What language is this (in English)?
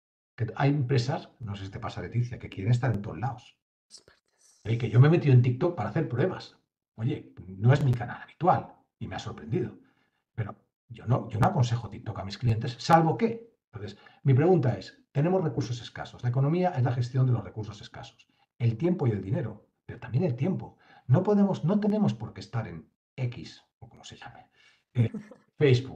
Spanish